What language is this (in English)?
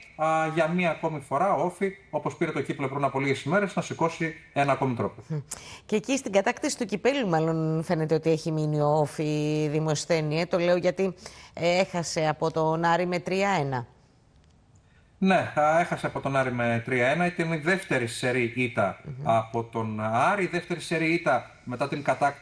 Greek